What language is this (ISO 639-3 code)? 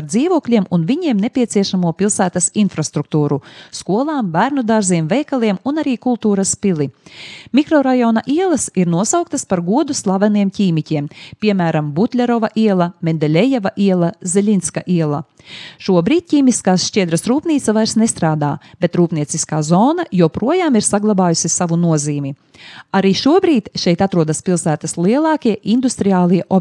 lav